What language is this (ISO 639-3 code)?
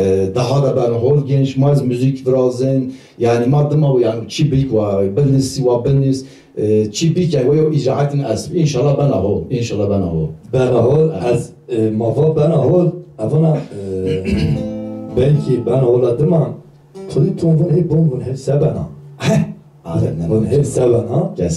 zza